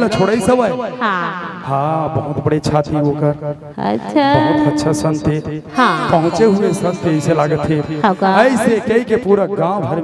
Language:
Chhattisgarhi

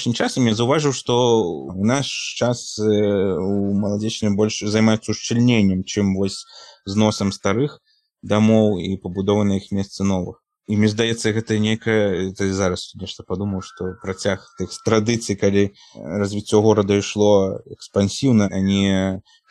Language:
Belarusian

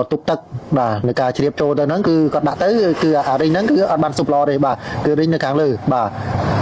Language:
Khmer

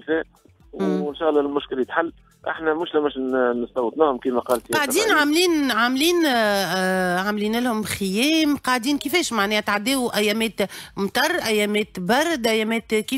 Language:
Tunisian Arabic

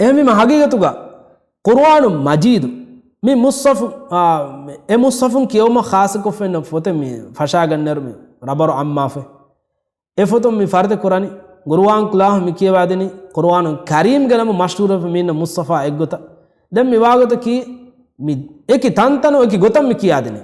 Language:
Divehi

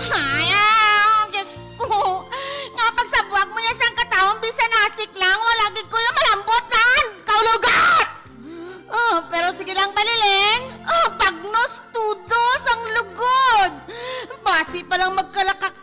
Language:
Hiligaynon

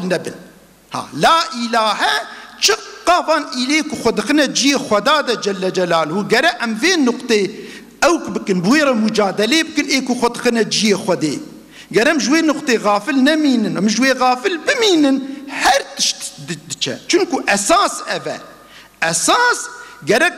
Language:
Kurdish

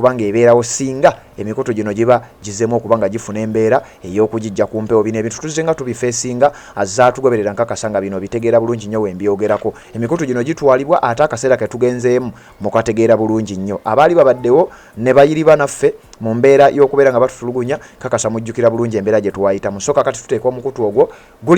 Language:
Ganda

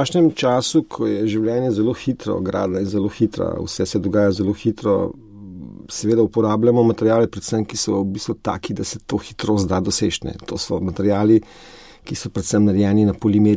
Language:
Slovenian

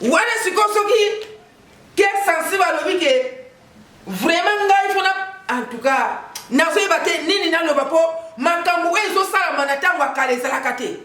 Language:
Lingala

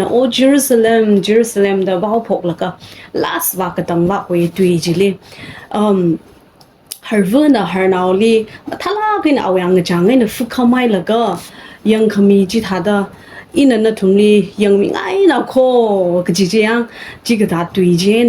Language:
Tangkhul Naga (India)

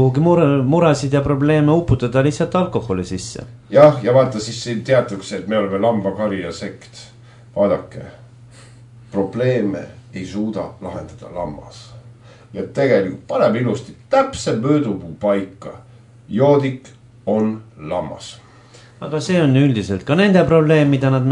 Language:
Estonian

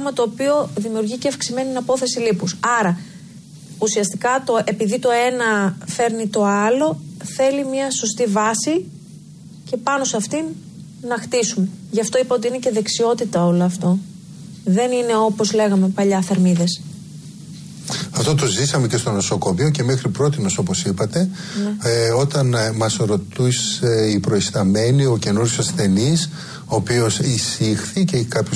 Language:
Greek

